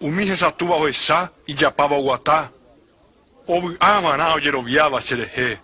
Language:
Guarani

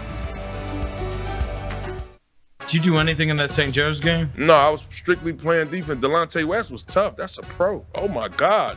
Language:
English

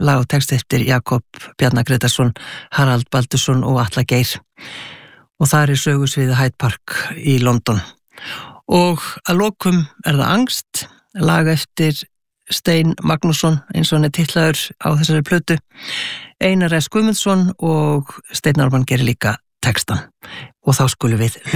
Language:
Icelandic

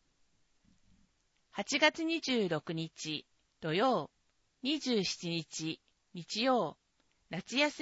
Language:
Japanese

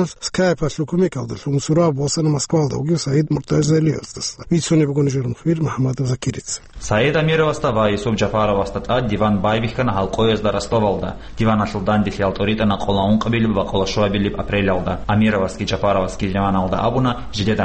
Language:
Avaric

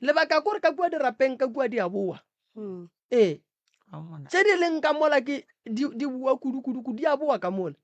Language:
Northern Sotho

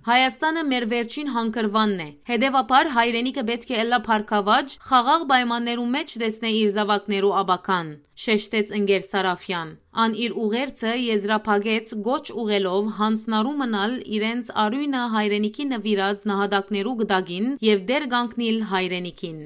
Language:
Western Armenian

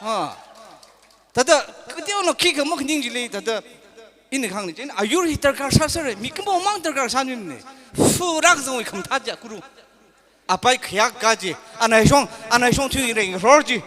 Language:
Tangkhul Naga (India)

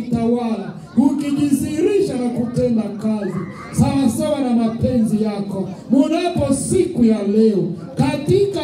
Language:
Swahili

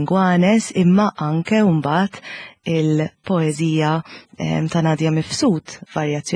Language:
Maltese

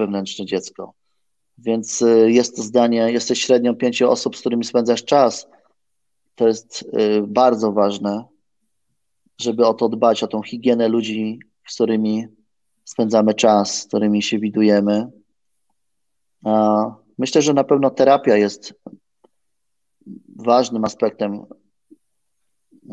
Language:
Polish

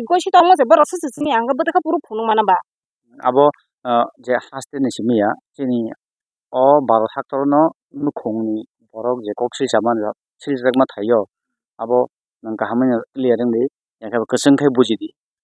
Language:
Kok Borok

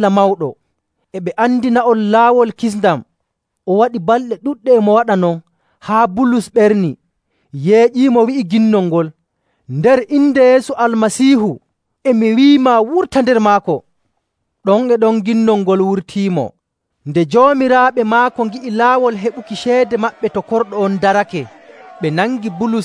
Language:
Nigerian Fulfulde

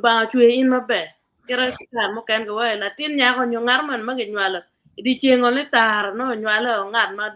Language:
Acoli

